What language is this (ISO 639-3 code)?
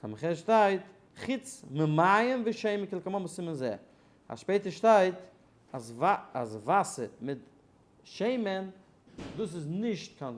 yid